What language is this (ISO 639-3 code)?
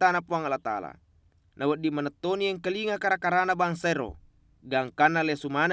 bug